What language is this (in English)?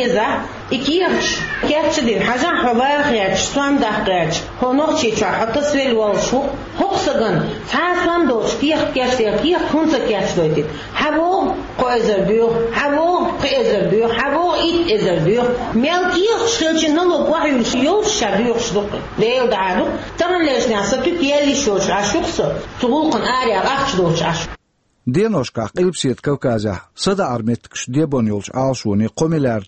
Chechen